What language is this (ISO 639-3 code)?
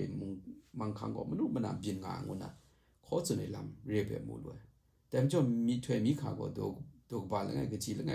kac